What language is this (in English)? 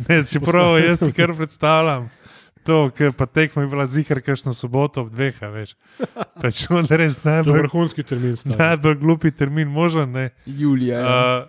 Slovenian